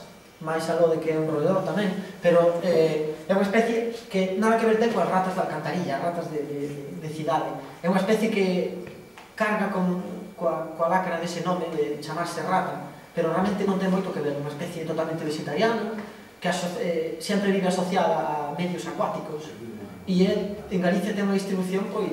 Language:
Galician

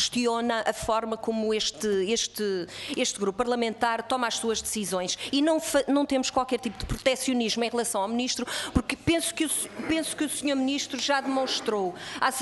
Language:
Portuguese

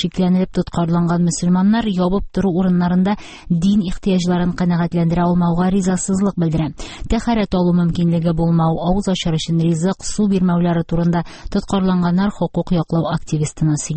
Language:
Tatar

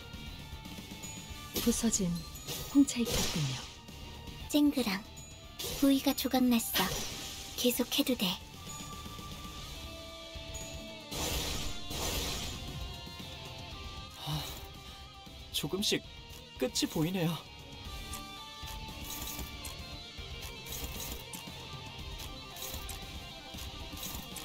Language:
Korean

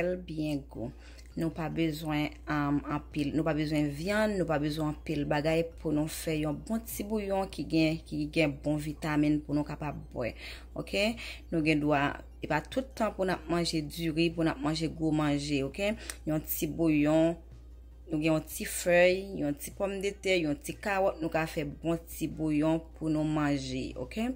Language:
Haitian Creole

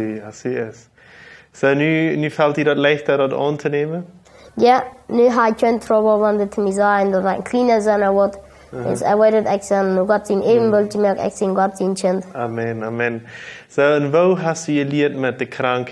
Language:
Plautdietsch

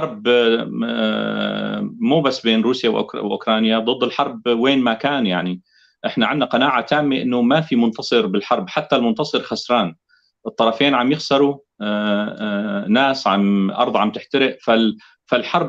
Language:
North Levantine Arabic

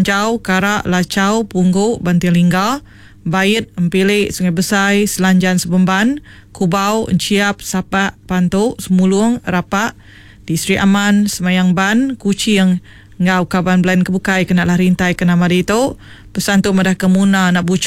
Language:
Iban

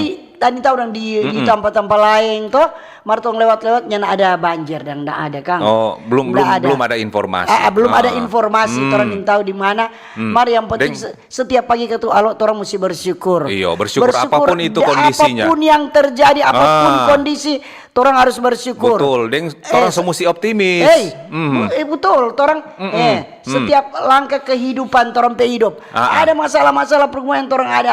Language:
Manado Malay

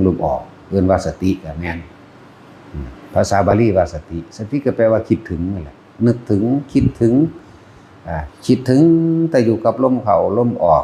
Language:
Northeastern Thai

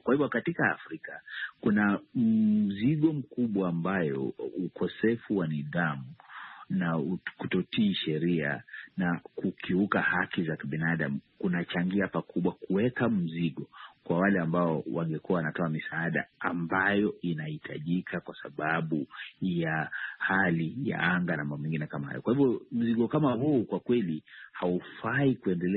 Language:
Swahili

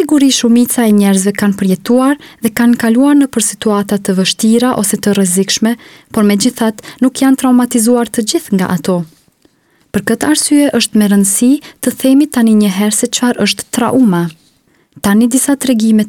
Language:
Albanian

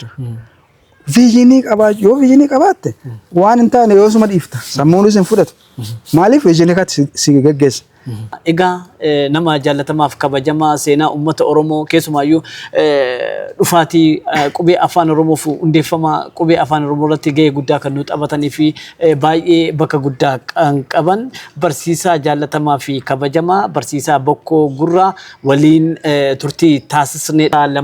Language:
Oromo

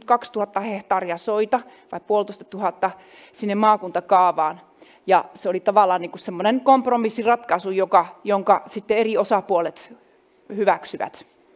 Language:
Finnish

